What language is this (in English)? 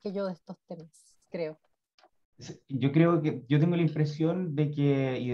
Spanish